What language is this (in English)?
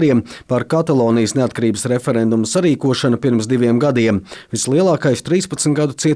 Latvian